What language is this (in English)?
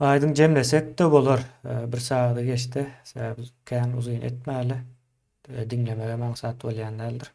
Turkmen